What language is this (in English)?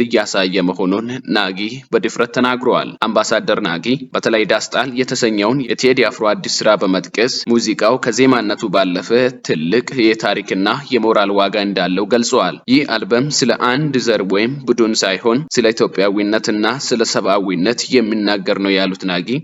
Amharic